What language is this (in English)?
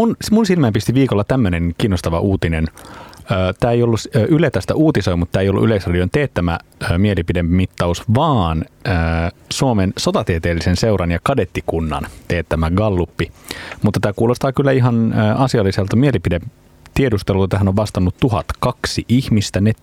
Finnish